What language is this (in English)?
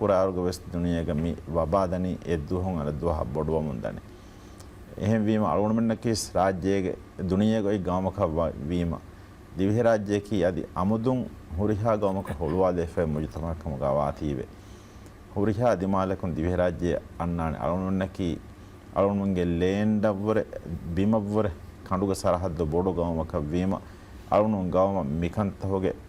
Divehi